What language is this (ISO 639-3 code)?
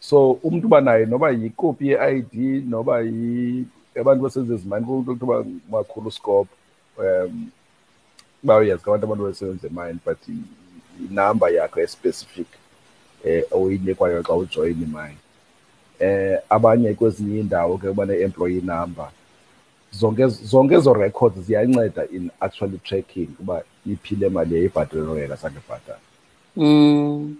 xho